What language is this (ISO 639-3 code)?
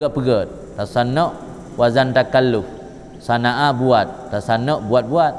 ace